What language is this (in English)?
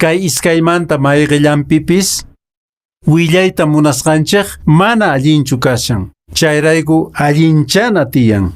Quechua